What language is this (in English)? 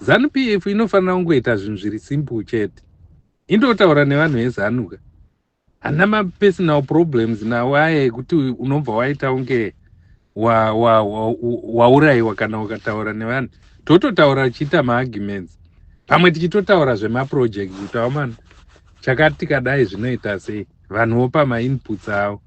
Shona